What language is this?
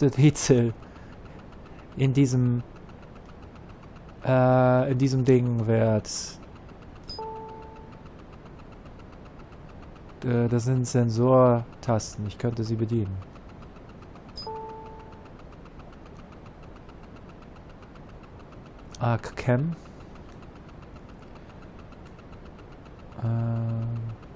German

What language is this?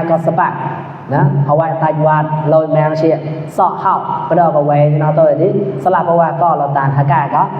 Mon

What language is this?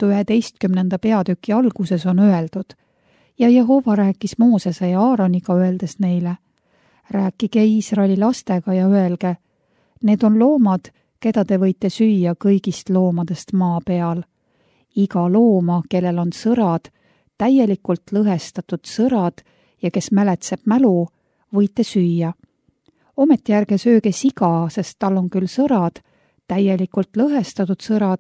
Estonian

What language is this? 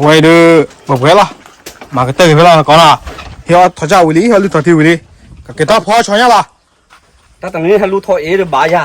S'gaw Karen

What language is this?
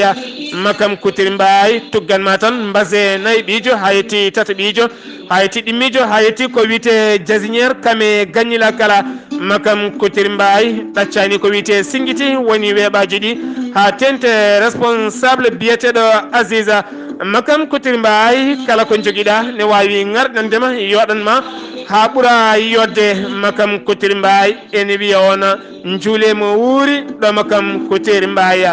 Fula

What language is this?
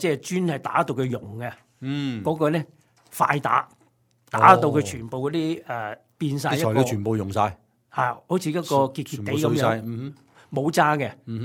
Cantonese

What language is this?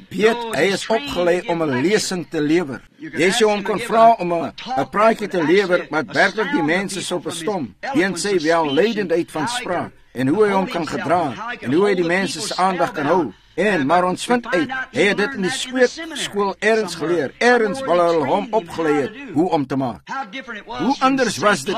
Afrikaans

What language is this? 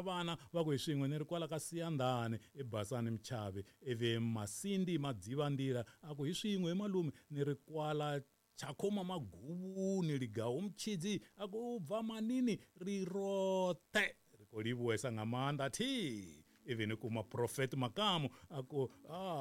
Tsonga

